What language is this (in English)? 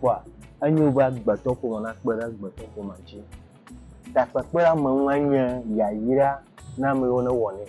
Ewe